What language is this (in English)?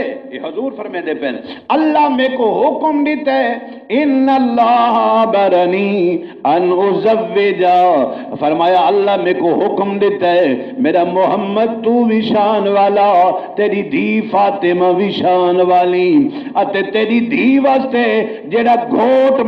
Saraiki